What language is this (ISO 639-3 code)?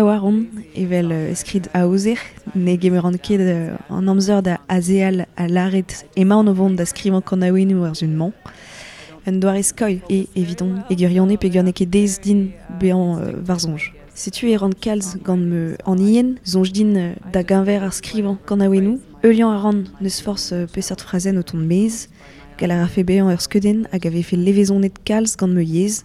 bre